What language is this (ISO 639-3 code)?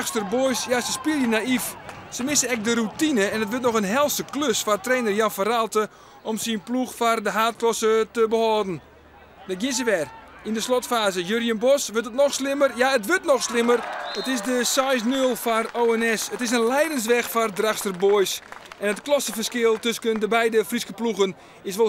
fry